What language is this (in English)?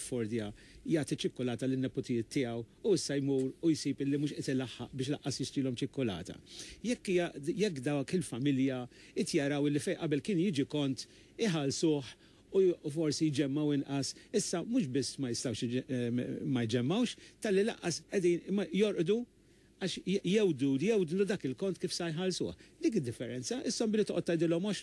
Maltese